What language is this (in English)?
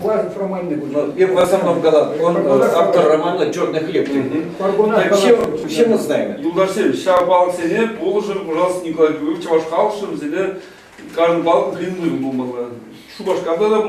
Chuvash